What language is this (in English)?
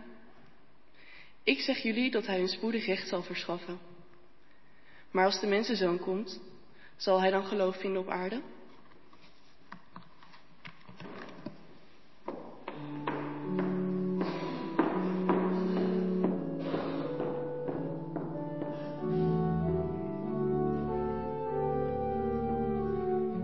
Dutch